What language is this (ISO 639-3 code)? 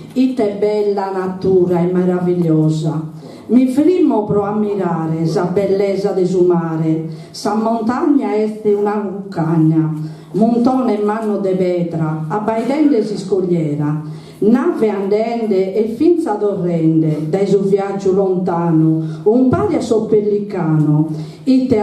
srd